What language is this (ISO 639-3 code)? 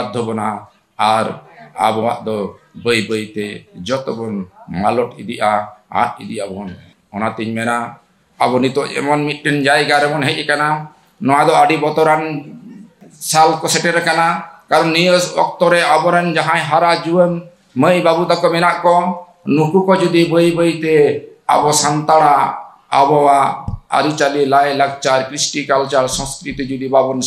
sat